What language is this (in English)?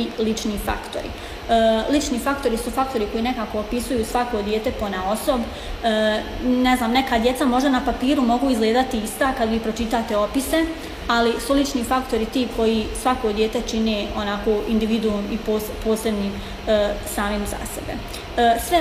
Bosnian